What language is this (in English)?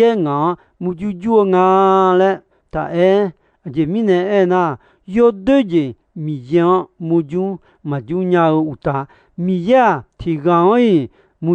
Akha